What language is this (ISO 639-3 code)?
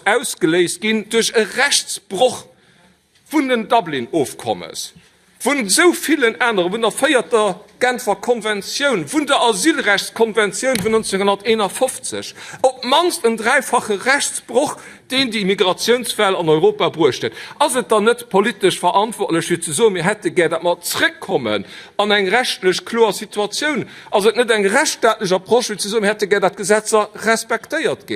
ltz